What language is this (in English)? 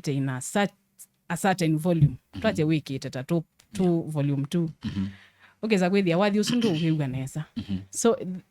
Kamba